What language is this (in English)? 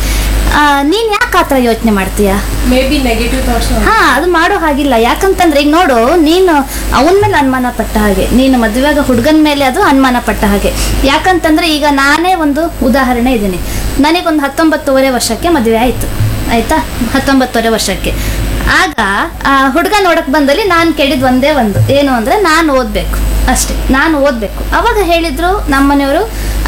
Kannada